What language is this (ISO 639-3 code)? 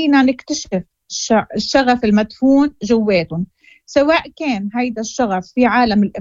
ary